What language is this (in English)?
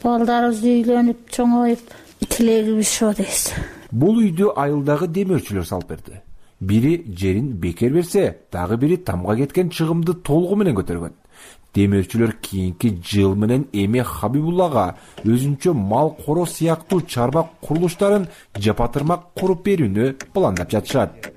Kyrgyz